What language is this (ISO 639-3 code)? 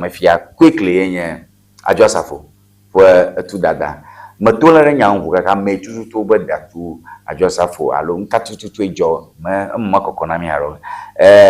ewe